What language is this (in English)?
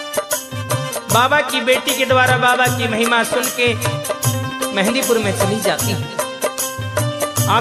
Hindi